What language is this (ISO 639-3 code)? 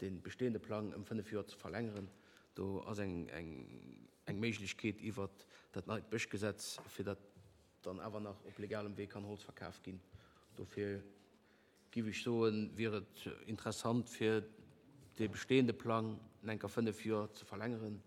ltz